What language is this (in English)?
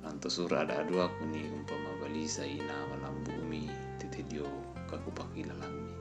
Toraja-Sa'dan